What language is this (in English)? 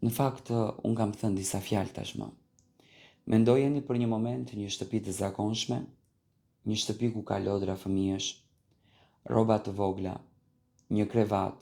Albanian